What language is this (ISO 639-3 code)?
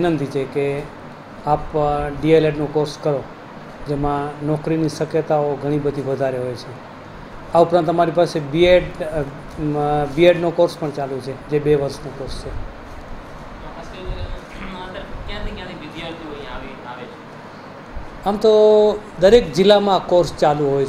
guj